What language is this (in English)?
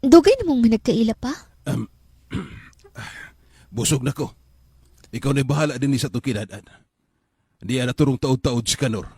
Cebuano